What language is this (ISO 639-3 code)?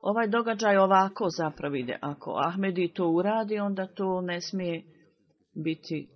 bos